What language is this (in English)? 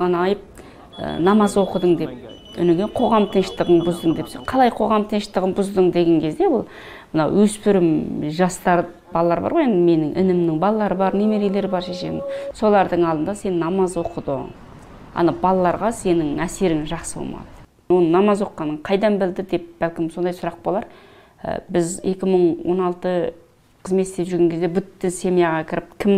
Kazakh